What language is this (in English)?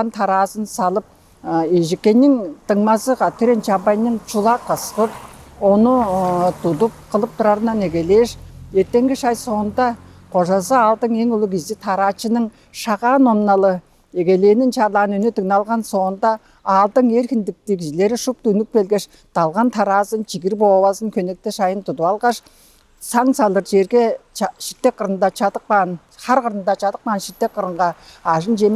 Tuvinian